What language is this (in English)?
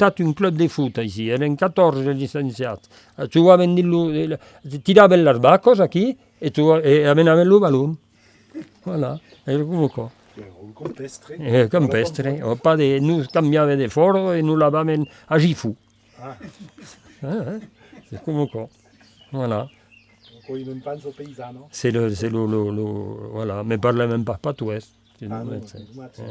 Occitan